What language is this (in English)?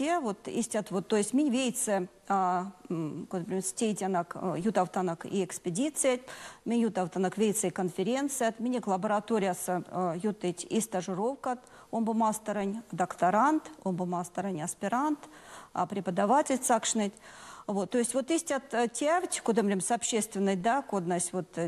Erzya